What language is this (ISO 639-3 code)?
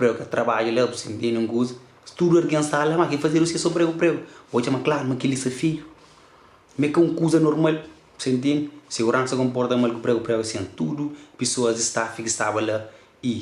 kea